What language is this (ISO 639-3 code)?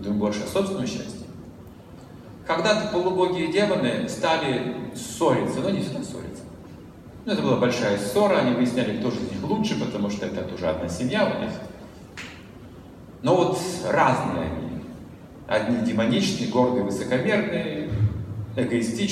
rus